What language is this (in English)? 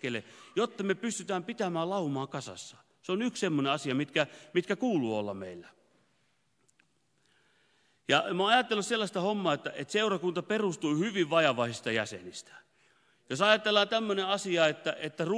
Finnish